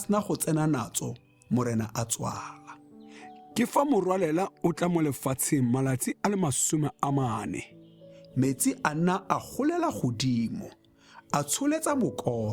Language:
Tswana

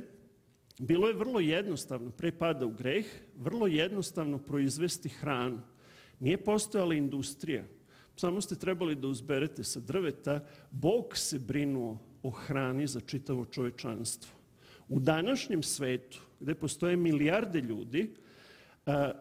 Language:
Serbian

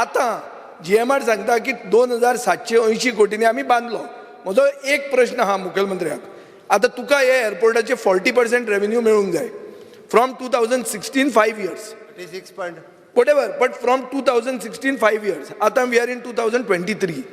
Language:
Konkani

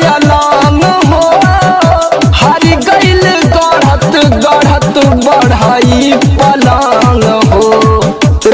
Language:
Bhojpuri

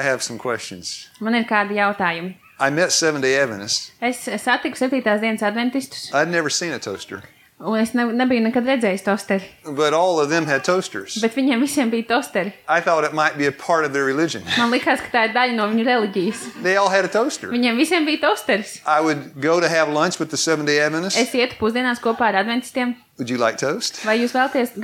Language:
Latvian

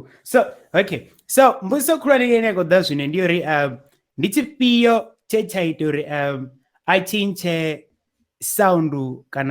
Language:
Venda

